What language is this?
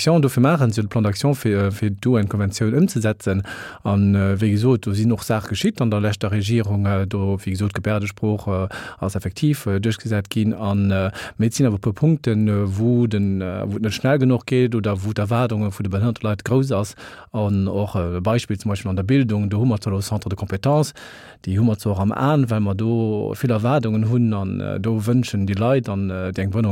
Luxembourgish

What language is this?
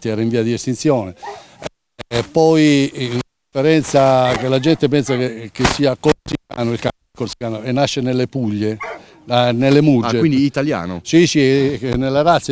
Italian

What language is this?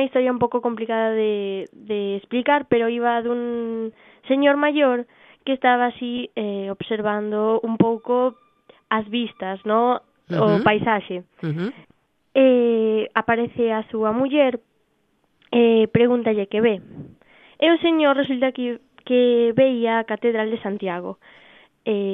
Galician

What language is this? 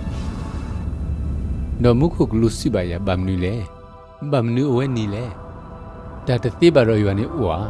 S'gaw Karen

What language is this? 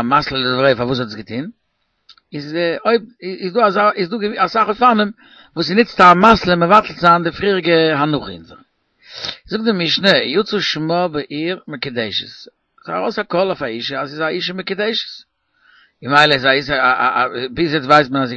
Yiddish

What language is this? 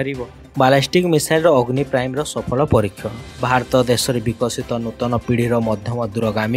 Odia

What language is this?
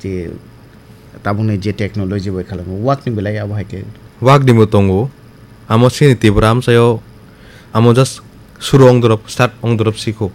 Kok Borok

